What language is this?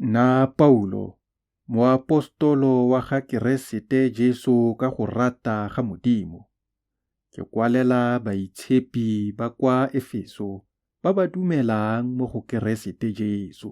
Tswana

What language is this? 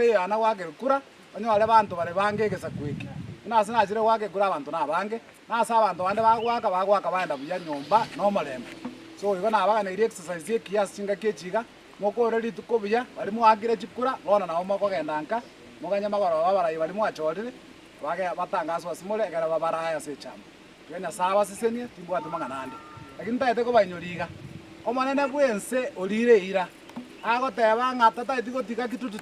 Gusii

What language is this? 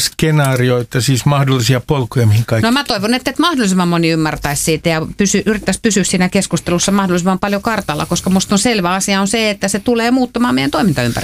Finnish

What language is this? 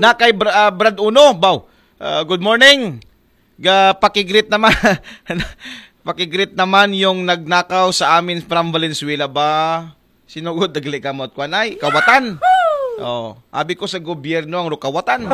Aklanon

